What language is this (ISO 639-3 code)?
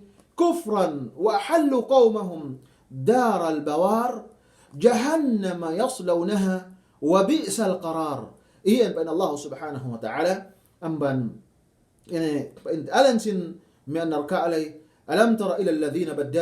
yka